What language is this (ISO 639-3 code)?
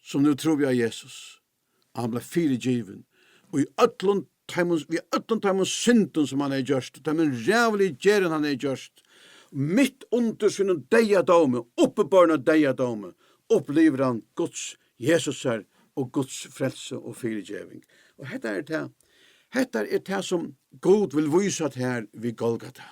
fao